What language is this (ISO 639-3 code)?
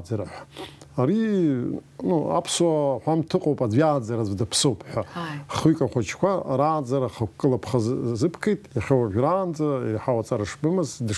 abk